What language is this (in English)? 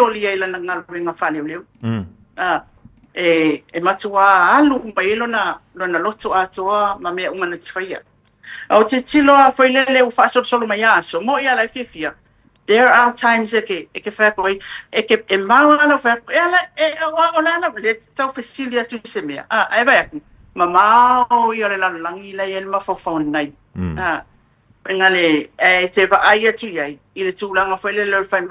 Samoan